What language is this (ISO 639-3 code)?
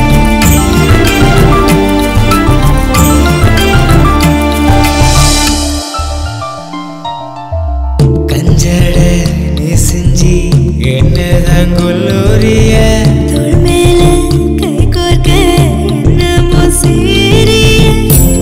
tam